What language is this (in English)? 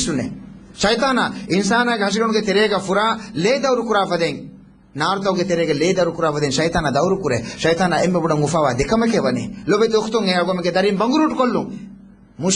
Divehi